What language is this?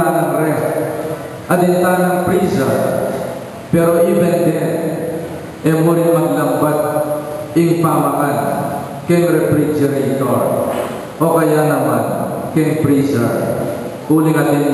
Pampanga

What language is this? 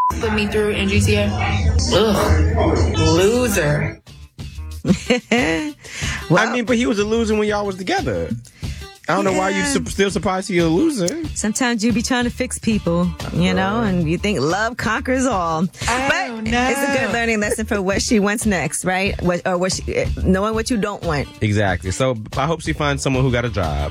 English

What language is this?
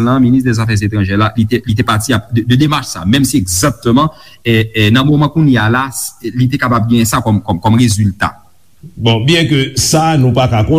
Haitian Creole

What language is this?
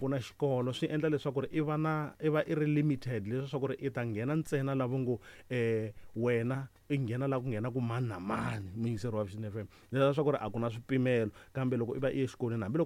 Tsonga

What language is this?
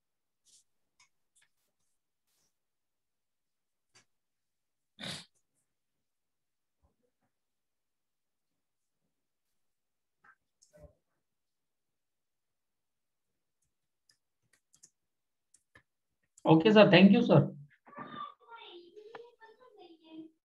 Marathi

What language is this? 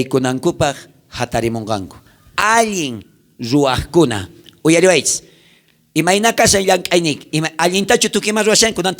South Bolivian Quechua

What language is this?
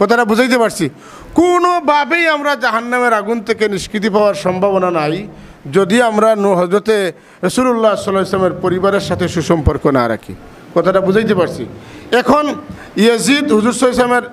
Sylheti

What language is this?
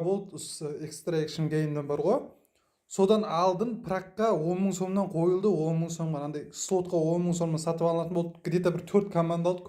Kara-Kalpak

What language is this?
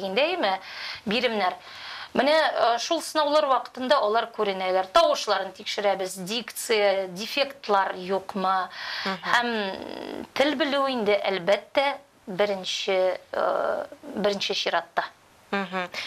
Tatar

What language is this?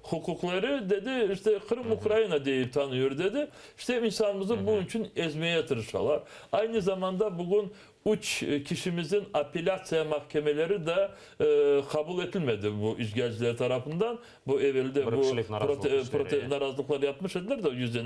Crimean Tatar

